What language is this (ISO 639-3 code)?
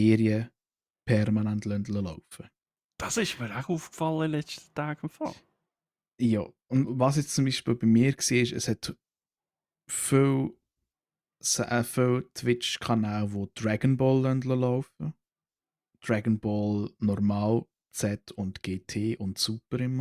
gsw